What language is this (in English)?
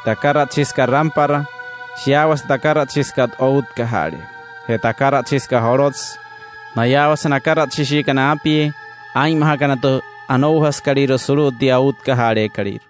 Wayuu